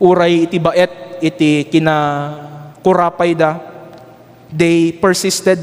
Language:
Iloko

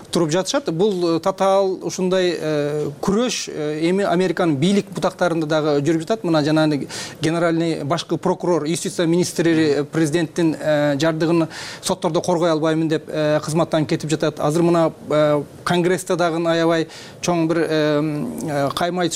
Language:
Kyrgyz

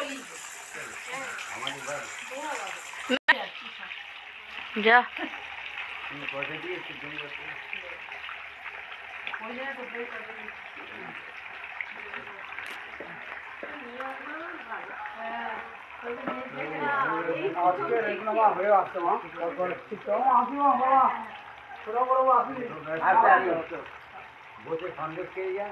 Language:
Bangla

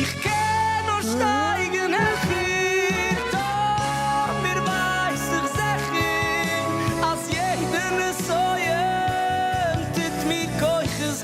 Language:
Yiddish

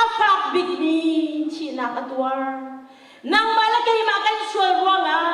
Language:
Hakha Chin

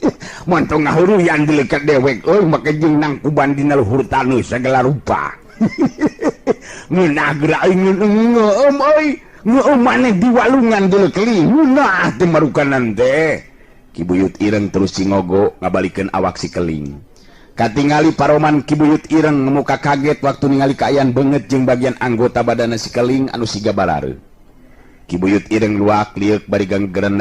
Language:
Sundanese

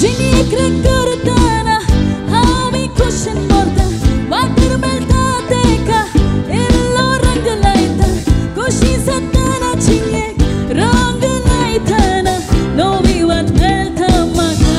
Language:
Konkani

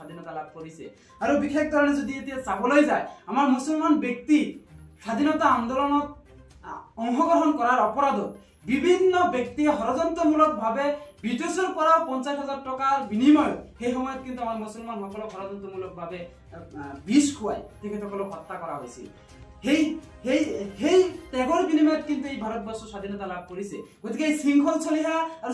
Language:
Assamese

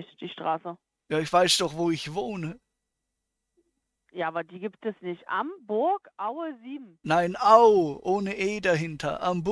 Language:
German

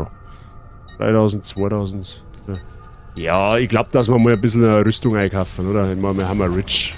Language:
Bavarian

